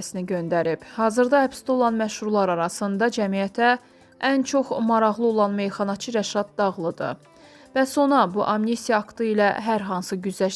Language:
Azerbaijani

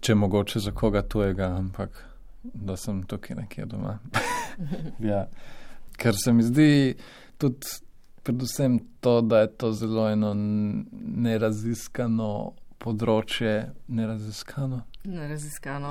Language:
Slovenian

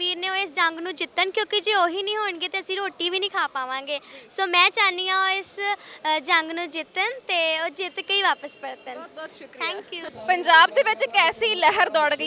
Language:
Punjabi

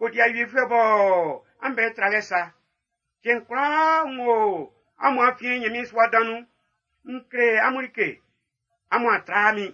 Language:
Baoulé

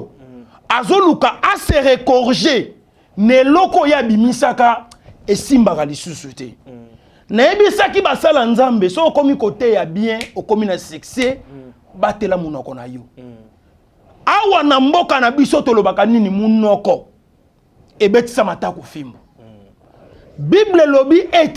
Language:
Lingala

